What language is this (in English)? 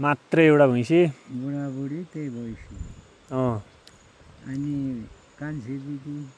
Nepali